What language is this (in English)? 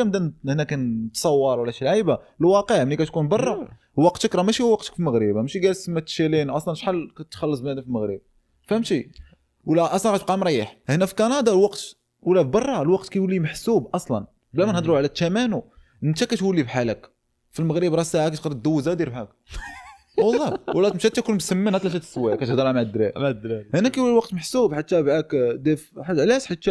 Moroccan Arabic